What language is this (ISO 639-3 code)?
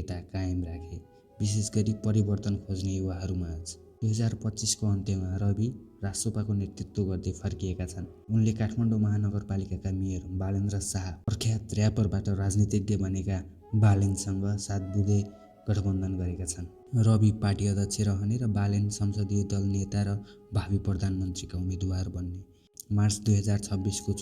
nep